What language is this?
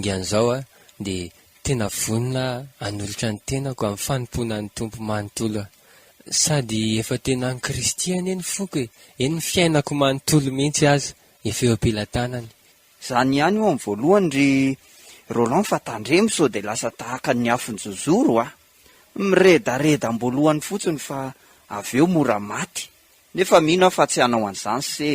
Malagasy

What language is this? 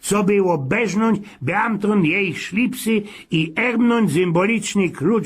Silesian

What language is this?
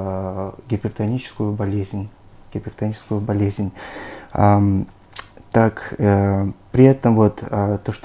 Russian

